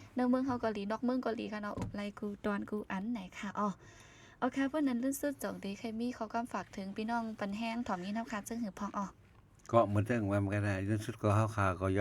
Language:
Shan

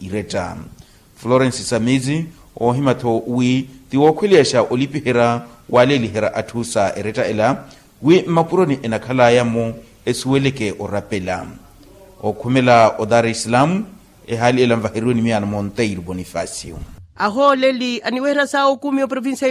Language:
Makhuwa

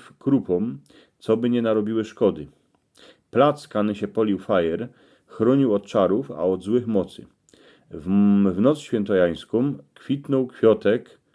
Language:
Silesian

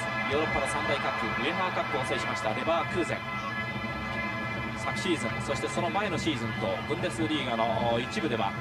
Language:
Japanese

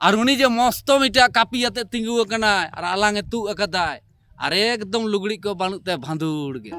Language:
Santali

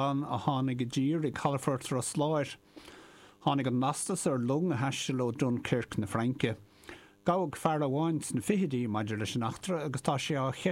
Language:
Irish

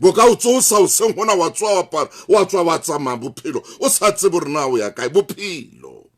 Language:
Southern Sotho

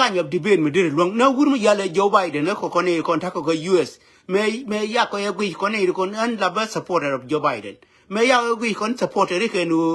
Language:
Nuer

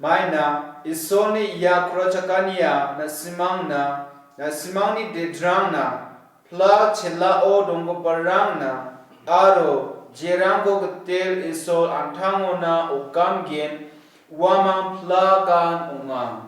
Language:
Garo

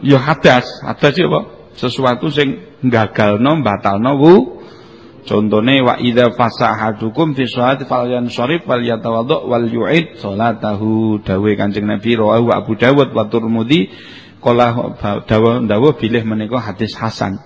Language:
Javanese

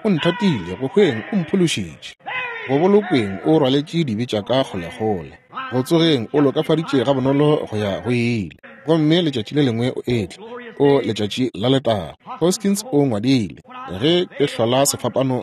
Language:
Northern Sotho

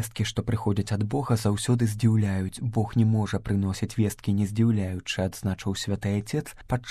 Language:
Belarusian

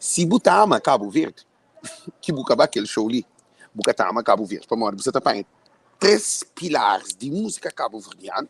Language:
Kabuverdianu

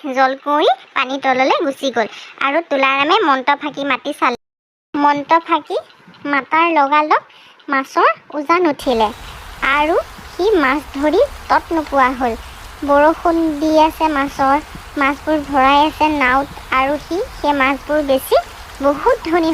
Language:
Assamese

